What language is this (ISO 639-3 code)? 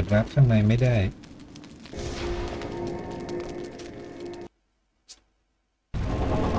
tha